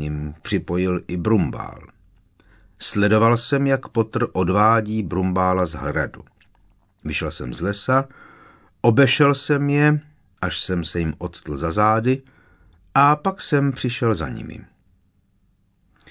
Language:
Czech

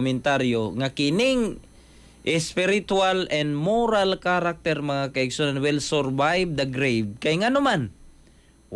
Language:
Cebuano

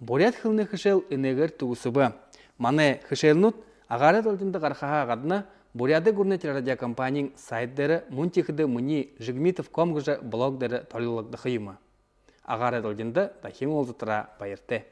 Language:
Buriat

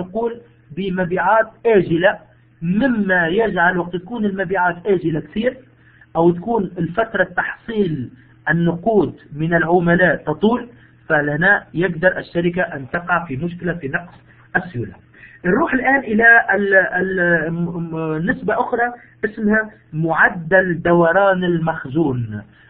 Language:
Arabic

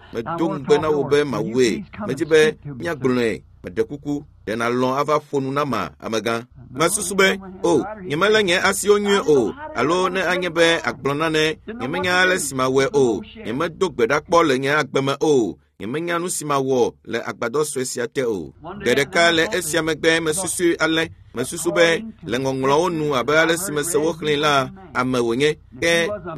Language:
Ewe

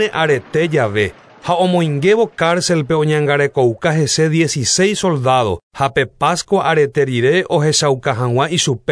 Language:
Guarani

